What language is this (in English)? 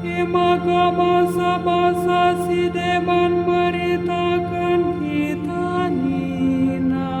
Batak Karo